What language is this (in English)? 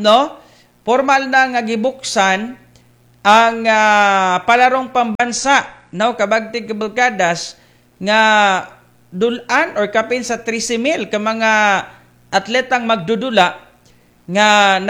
Cebuano